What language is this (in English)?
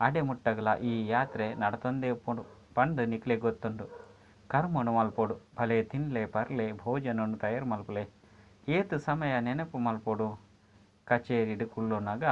Tulu